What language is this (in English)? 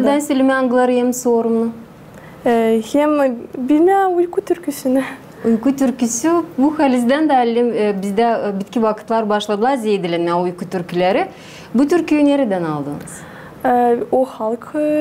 Gagauz